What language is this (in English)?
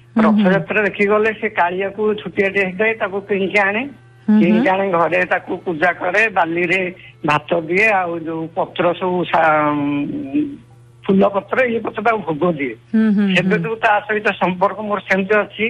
Odia